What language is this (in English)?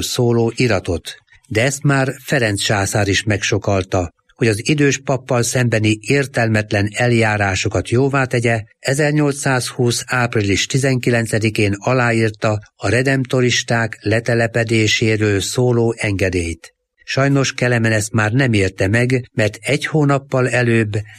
Hungarian